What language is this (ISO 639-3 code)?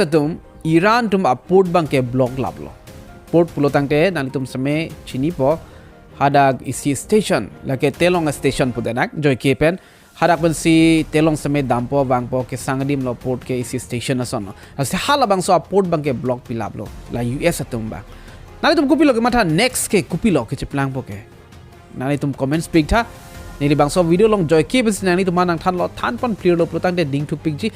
mjw